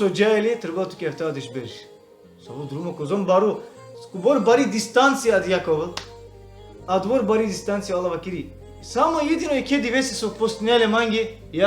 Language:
Balkan Romani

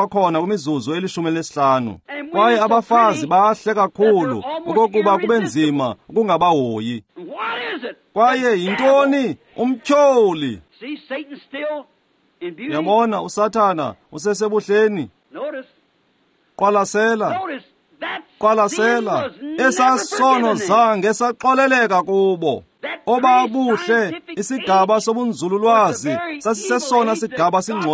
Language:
Xhosa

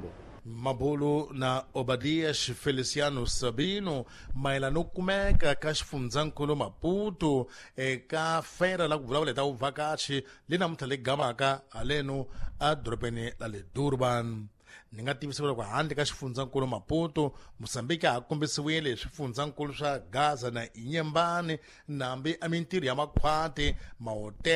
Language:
Tsonga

